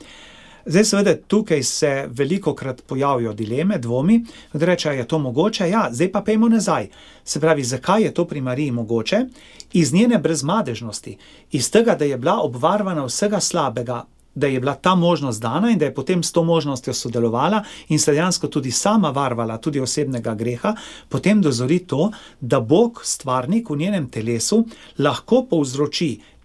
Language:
Slovenian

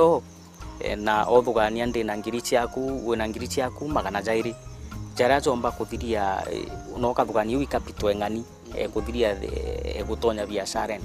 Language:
Meru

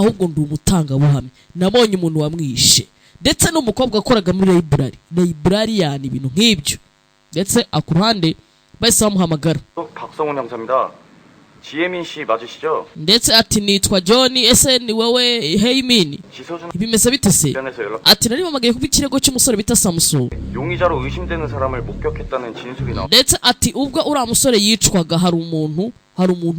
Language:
Kinyarwanda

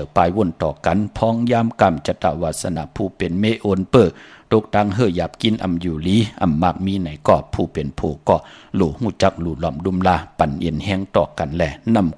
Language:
Shan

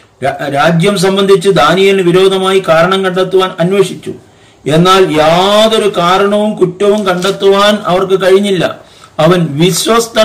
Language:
Malayalam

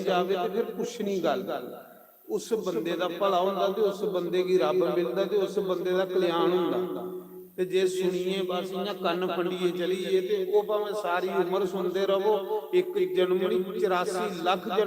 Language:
Dogri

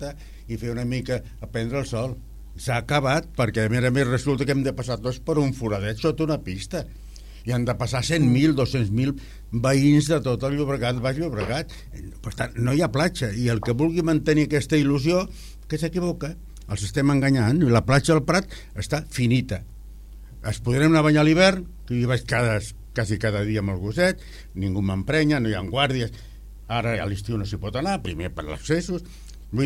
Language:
Catalan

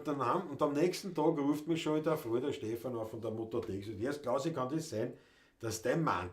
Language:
Bavarian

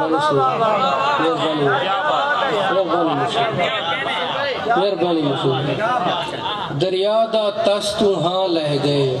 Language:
Saraiki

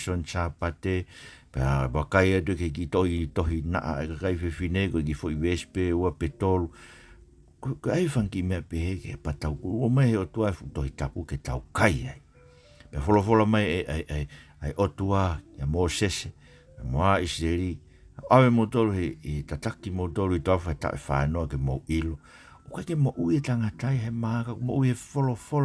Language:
Tongan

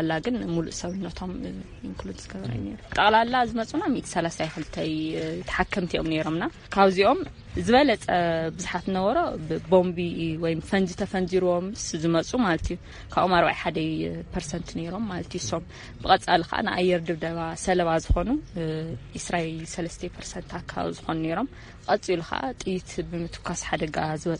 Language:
Tigrinya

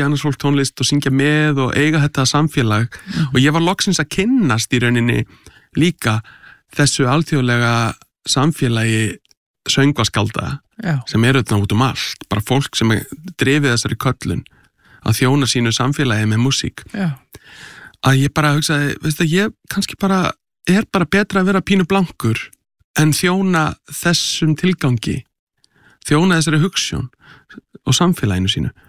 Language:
Icelandic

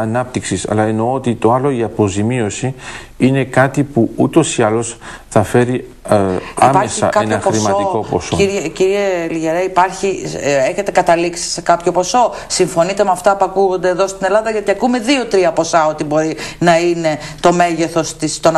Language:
Greek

